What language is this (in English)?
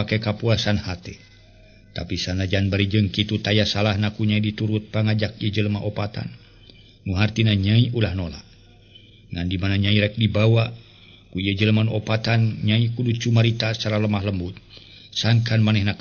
Sundanese